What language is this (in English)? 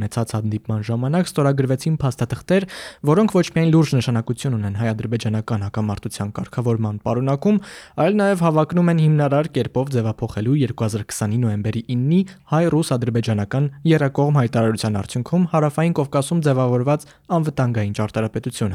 Armenian